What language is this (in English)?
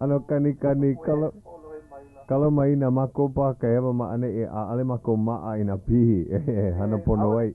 Hawaiian